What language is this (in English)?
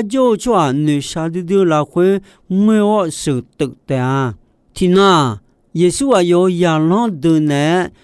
Akha